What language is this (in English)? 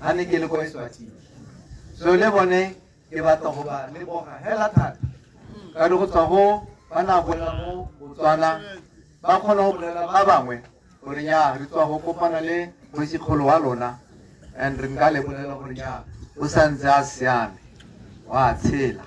Tswana